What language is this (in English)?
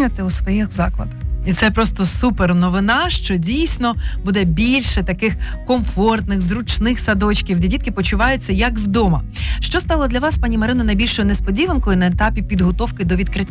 Ukrainian